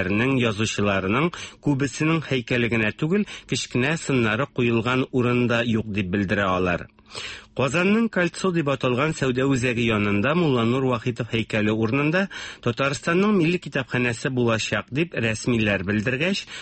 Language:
Tatar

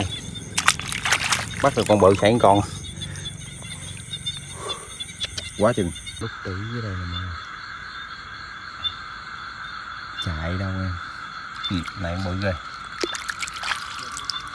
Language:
Vietnamese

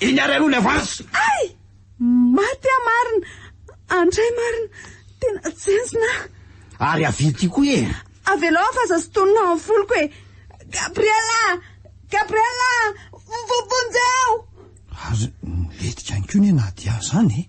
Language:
Malagasy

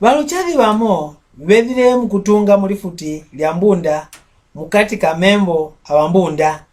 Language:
Mbunda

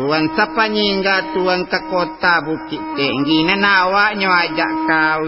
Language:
Minangkabau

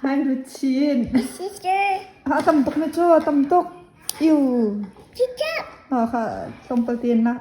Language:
Hakha Chin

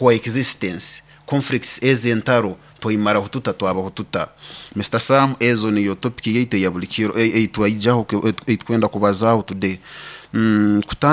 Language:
Nyoro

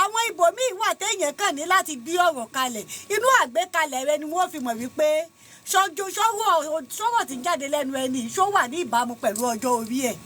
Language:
Yoruba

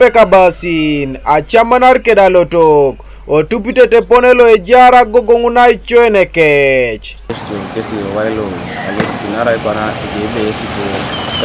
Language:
Teso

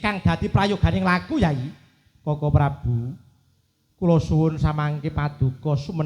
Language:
Javanese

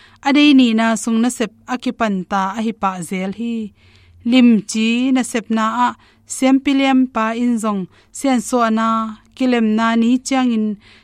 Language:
Tedim Chin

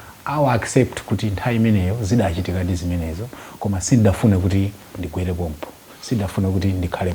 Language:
Nyanja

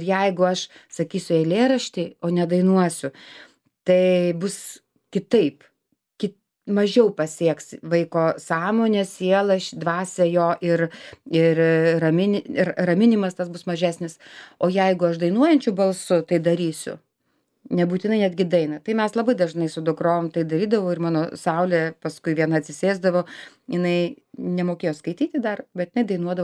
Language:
Lithuanian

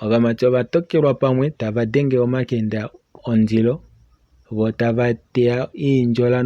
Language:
Kuanyama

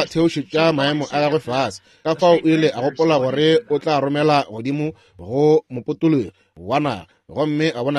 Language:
Northern Sotho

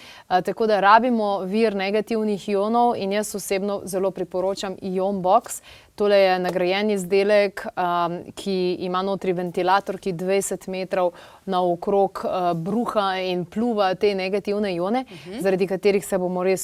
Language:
Slovenian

